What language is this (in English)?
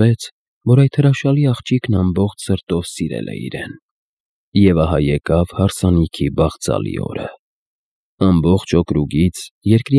Armenian